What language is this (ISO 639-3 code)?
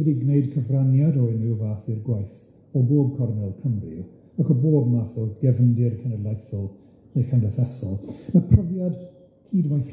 cym